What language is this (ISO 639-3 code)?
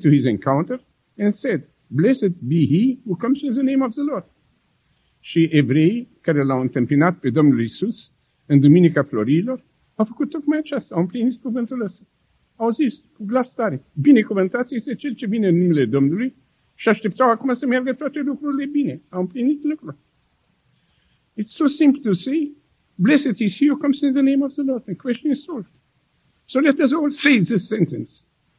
ron